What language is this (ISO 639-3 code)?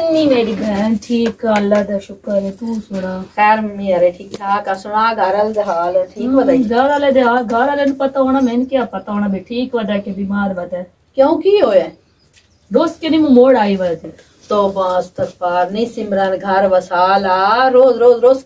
pan